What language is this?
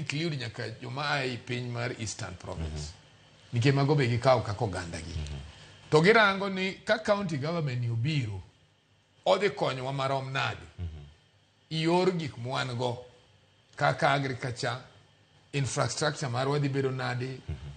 Luo (Kenya and Tanzania)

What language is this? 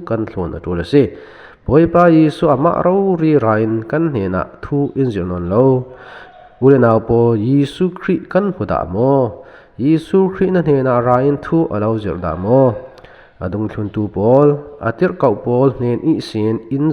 Falam Chin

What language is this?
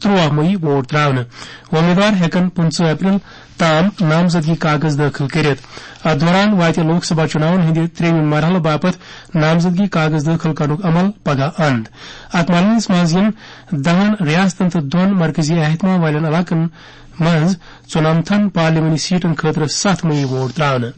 Kashmiri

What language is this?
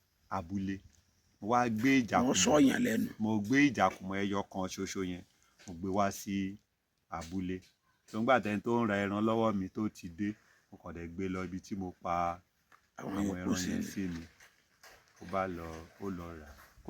Yoruba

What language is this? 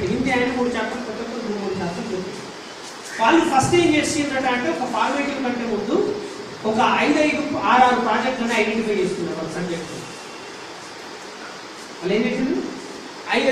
Telugu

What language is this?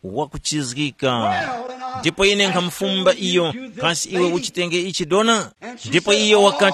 Tumbuka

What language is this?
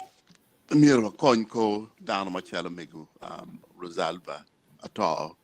Acoli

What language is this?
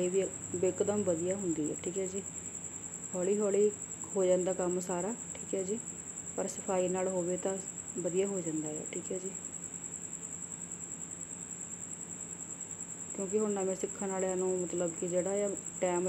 Punjabi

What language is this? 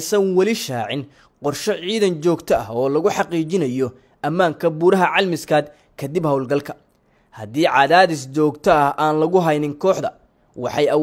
Somali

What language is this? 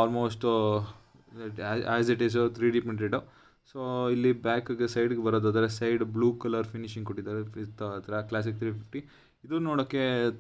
Kannada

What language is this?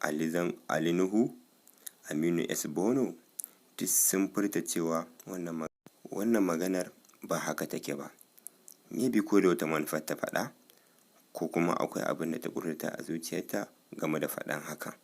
Hausa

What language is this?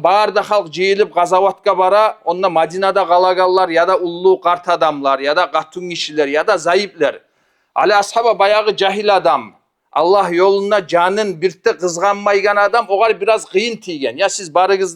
Kumyk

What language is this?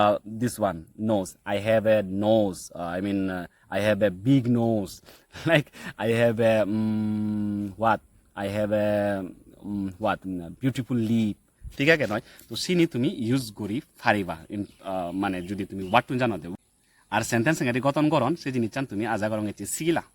Chakma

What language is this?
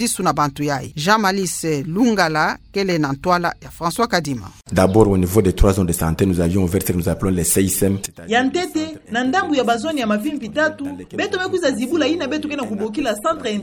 Kituba (Democratic Republic of Congo)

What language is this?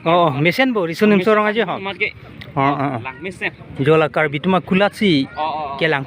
Karbi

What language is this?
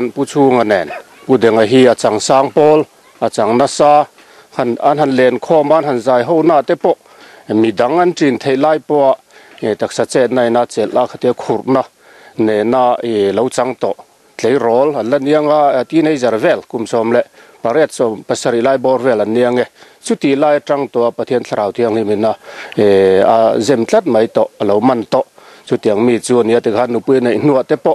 Mizo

